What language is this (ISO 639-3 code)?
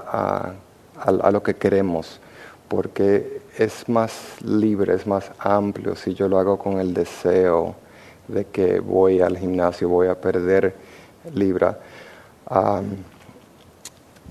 spa